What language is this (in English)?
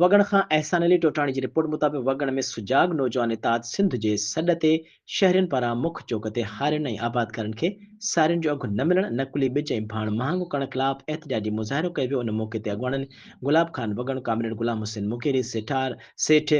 Sindhi